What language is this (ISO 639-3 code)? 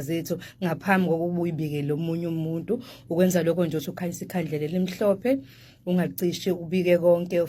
zul